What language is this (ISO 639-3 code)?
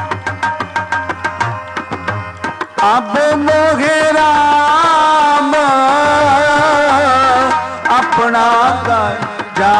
pan